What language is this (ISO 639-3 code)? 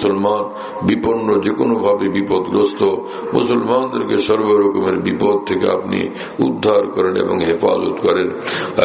ben